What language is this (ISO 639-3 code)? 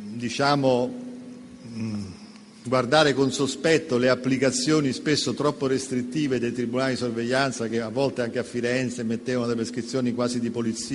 ita